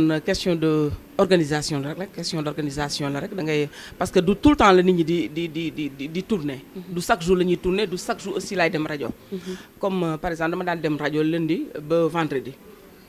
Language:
Wolof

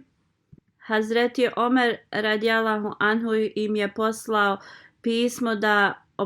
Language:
Bosnian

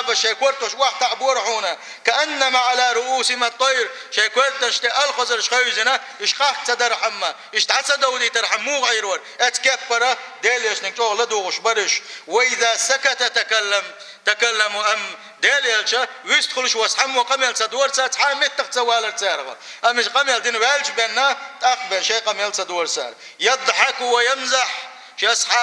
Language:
Chechen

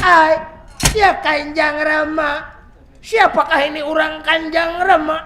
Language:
Banjar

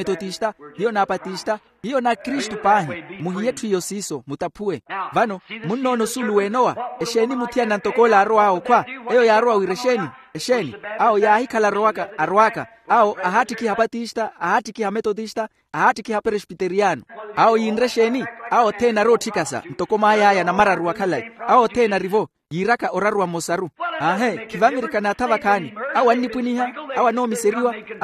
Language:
Makhuwa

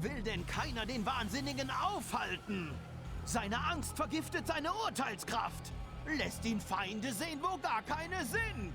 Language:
Bavarian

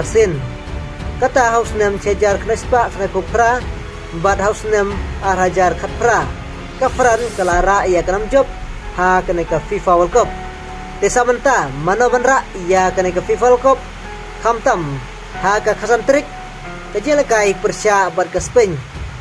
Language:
Khasi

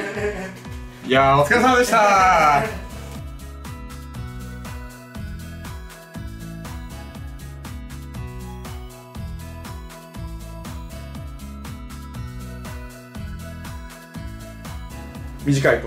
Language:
Japanese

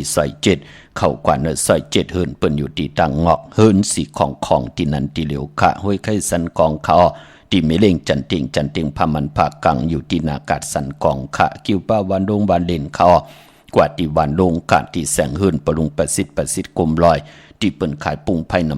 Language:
Shan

